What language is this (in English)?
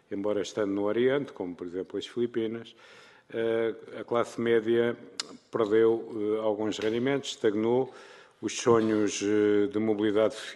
Portuguese